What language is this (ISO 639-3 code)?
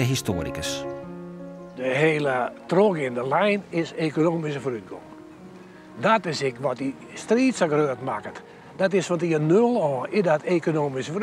fry